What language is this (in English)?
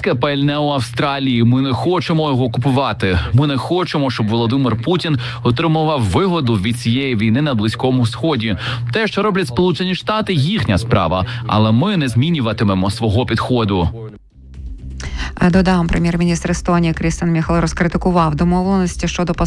Ukrainian